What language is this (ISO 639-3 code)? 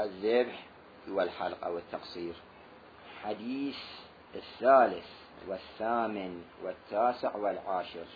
acm